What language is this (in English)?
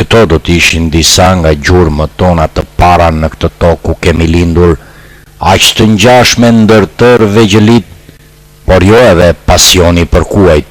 Albanian